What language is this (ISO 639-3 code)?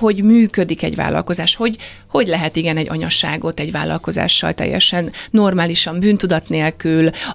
hun